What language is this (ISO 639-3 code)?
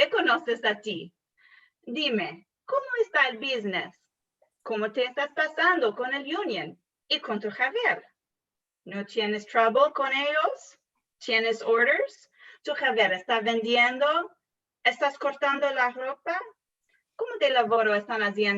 lad